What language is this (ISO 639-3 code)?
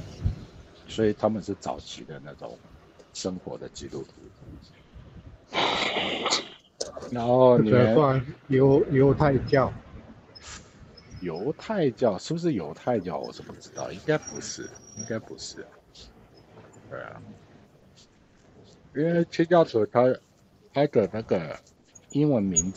zho